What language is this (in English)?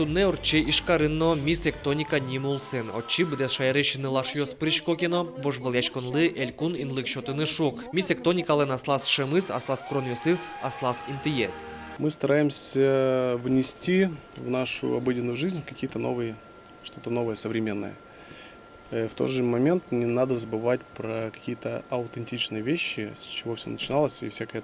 Udmurt